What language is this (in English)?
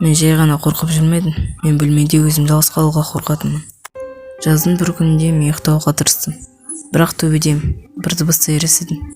Kazakh